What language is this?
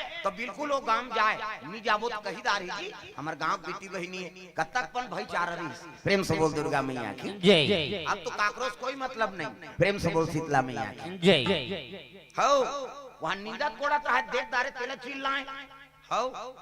Chhattisgarhi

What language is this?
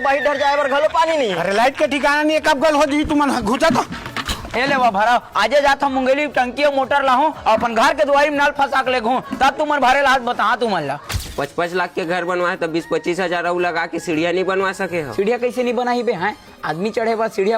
Chhattisgarhi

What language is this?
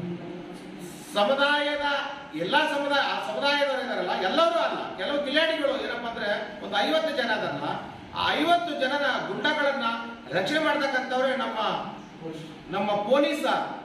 Kannada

